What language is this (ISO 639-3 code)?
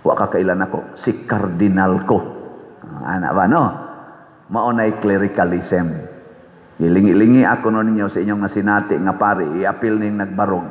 ceb